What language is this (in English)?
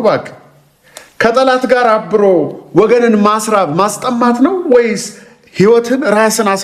Amharic